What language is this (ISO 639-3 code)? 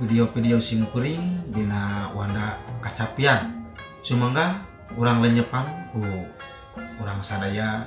sun